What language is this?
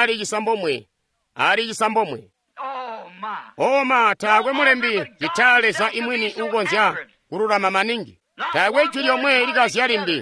Tonga (Zambia)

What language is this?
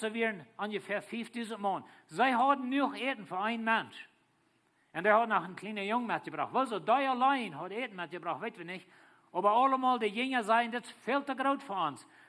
Plautdietsch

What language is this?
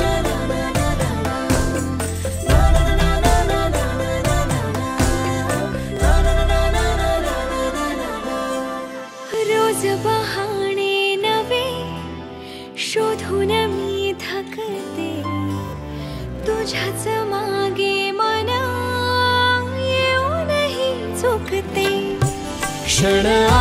Marathi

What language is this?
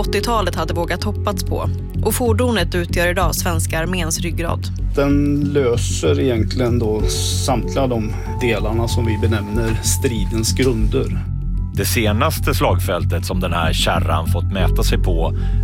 Swedish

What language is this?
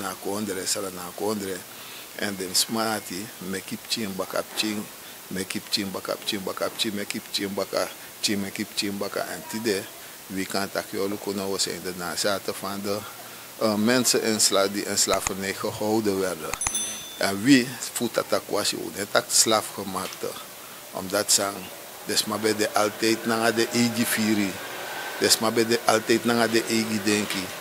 Sranan Tongo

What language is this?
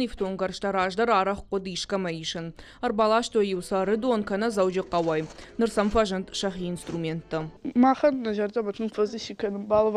Ossetic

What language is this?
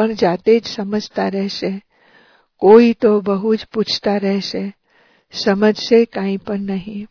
Gujarati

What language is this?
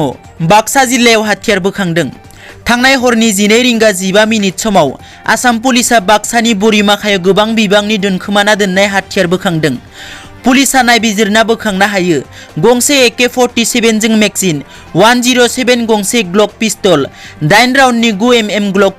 Bodo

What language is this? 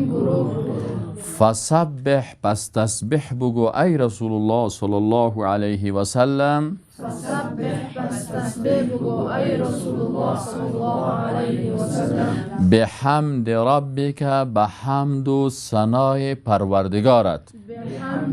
Persian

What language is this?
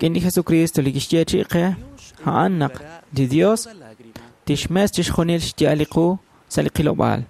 Kekchí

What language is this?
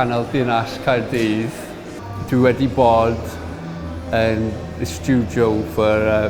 Welsh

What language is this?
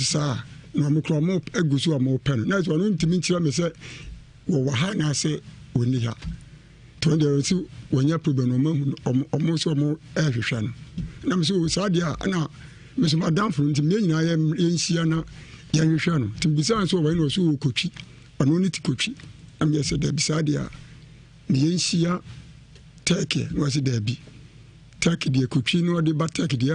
Akan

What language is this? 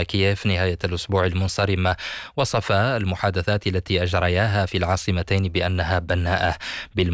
Arabic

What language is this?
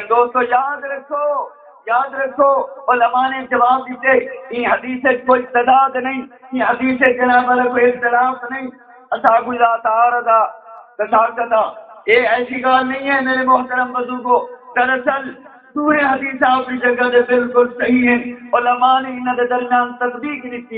Saraiki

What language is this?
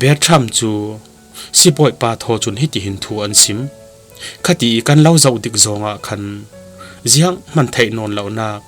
Falam Chin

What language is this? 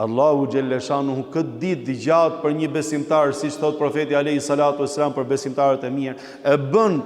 Albanian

